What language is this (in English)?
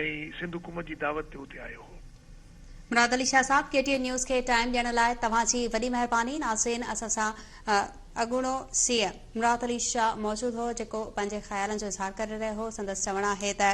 Sindhi